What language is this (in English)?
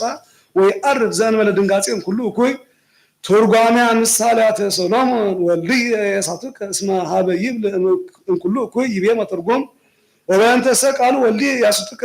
Geez